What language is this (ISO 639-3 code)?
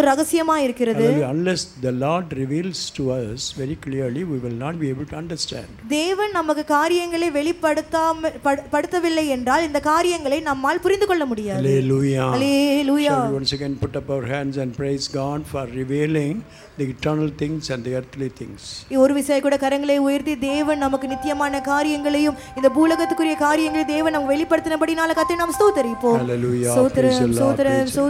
tam